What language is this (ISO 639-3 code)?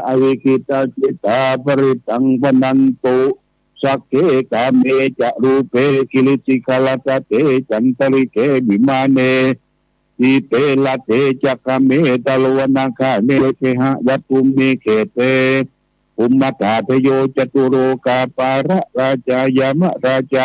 pli